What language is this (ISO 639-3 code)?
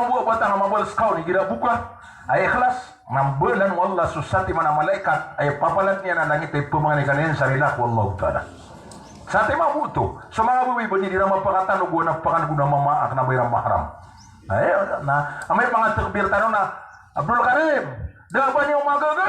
mrw